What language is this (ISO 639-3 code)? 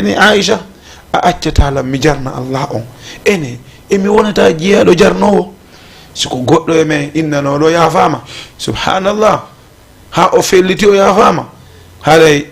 ful